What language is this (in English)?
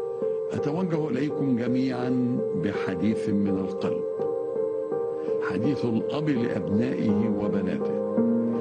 Arabic